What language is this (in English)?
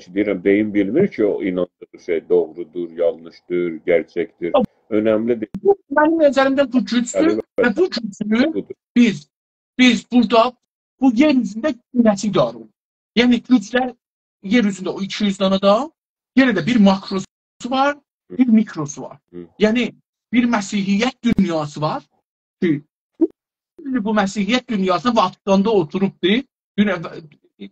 South Azerbaijani